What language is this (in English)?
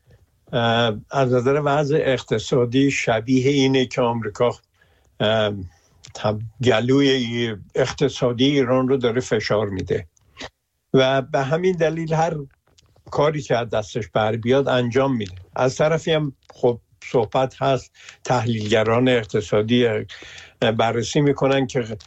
Persian